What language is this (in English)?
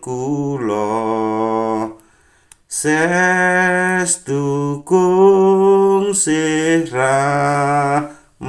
Javanese